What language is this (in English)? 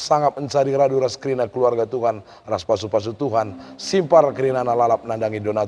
Batak Karo